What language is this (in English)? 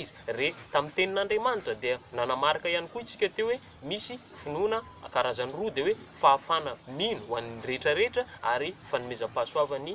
Malagasy